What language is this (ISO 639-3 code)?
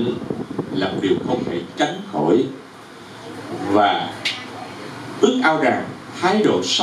vie